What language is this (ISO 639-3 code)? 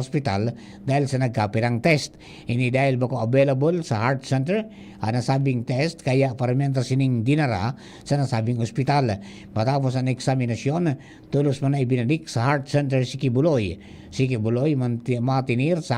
bik